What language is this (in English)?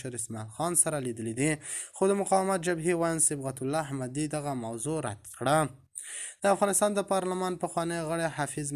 Pashto